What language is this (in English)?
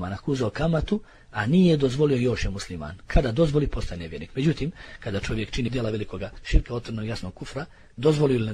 Bosnian